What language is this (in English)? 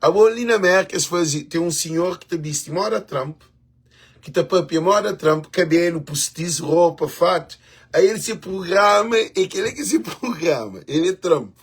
Kabuverdianu